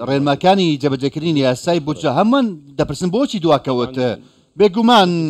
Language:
Central Kurdish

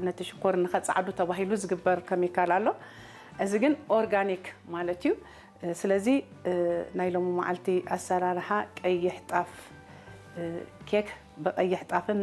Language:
Tigrinya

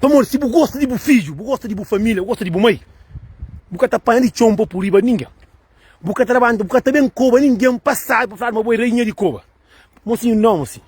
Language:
Kabuverdianu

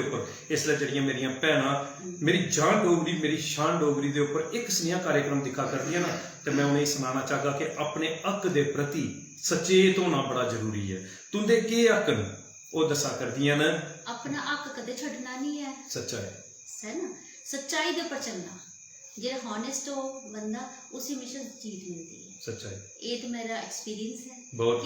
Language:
Dogri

